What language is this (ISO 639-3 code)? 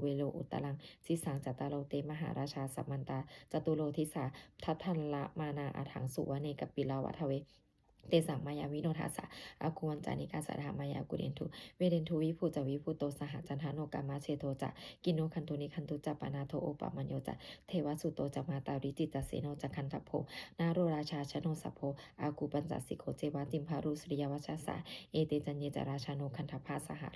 pli